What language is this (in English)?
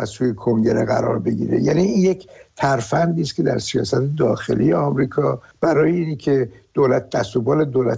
Persian